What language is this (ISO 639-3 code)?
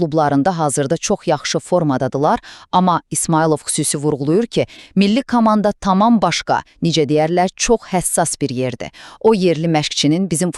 aze